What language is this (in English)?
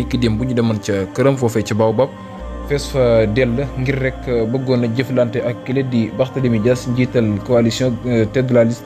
Wolof